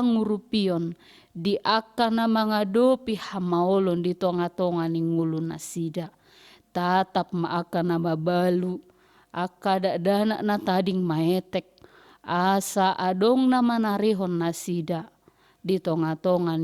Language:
Batak Toba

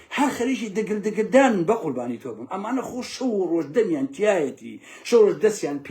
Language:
Central Kurdish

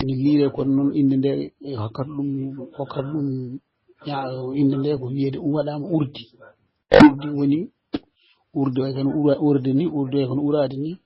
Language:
Fula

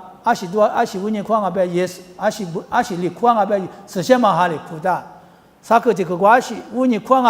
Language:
Lisu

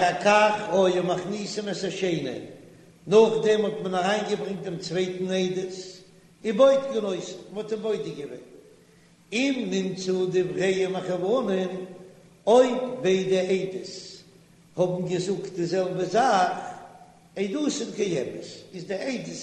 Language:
Yiddish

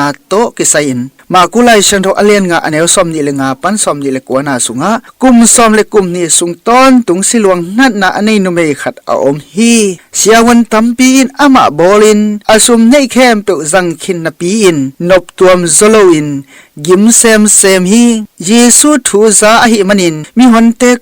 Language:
Tedim Chin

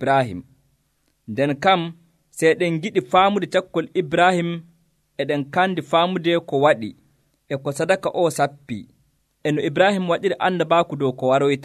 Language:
Nigerian Fulfulde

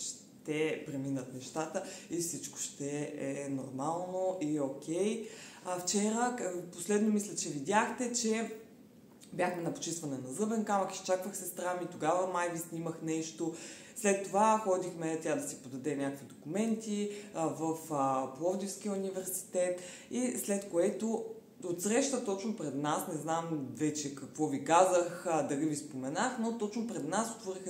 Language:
Bulgarian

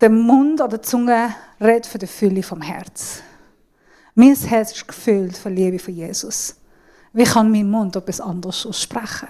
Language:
Swiss German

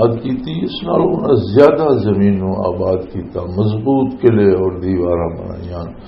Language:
Western Panjabi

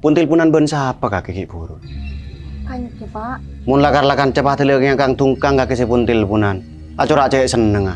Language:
Madurese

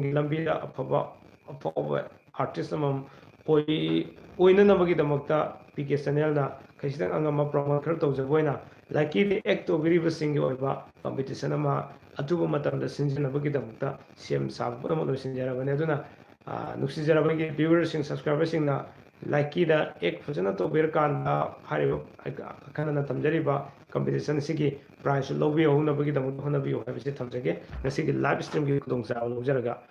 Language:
Manipuri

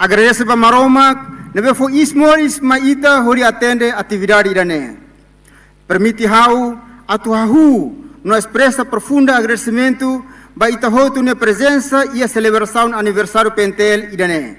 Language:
Tetum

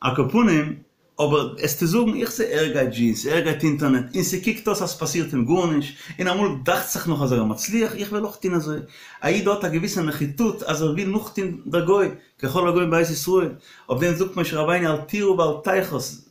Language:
Yiddish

